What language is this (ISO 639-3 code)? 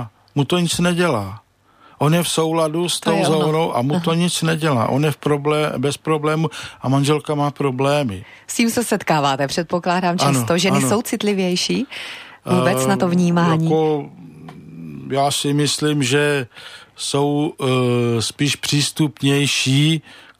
ces